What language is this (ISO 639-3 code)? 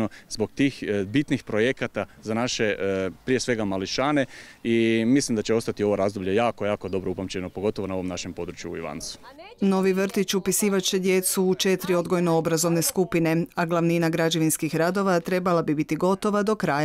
hrv